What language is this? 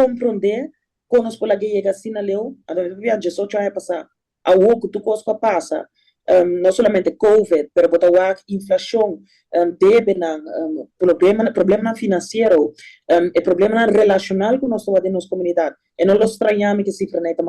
Papiamento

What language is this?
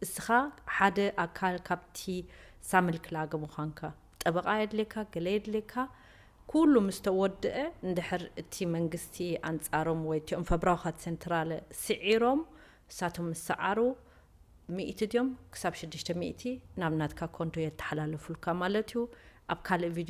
Tigrinya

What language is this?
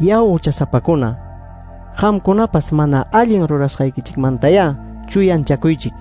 Ayacucho Quechua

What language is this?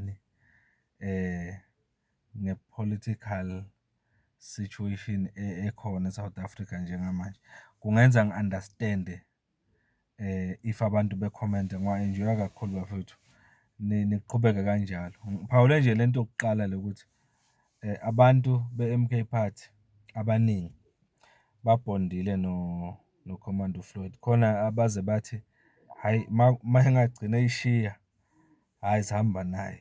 Zulu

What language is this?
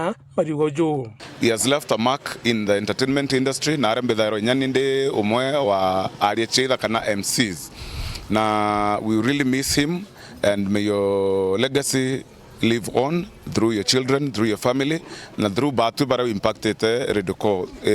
Meru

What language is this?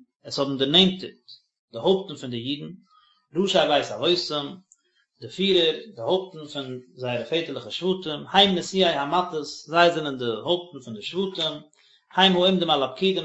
Yiddish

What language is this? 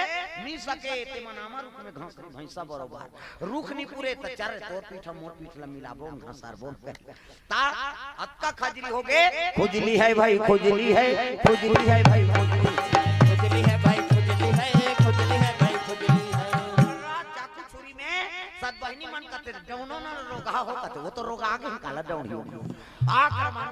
Chhattisgarhi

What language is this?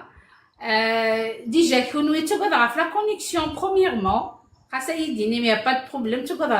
Kabyle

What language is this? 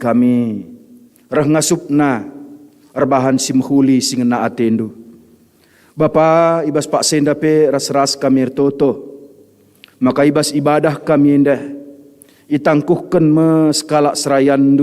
Batak Karo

